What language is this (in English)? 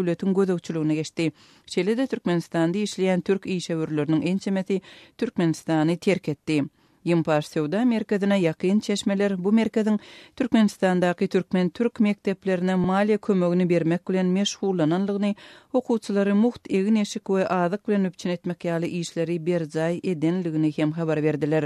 Turkmen